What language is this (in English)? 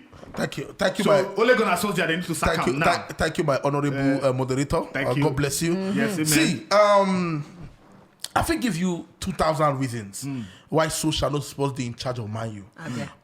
Nigerian Pidgin